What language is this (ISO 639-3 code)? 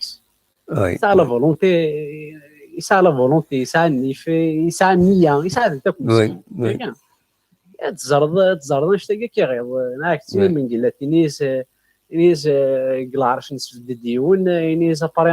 kab